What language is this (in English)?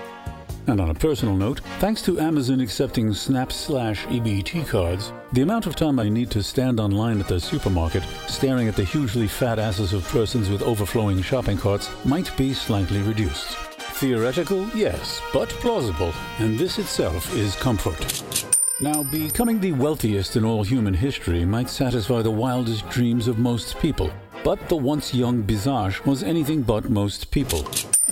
English